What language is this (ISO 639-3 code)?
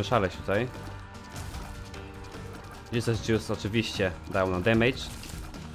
pol